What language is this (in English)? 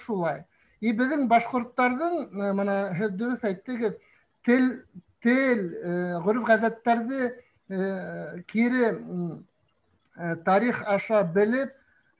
Bashkir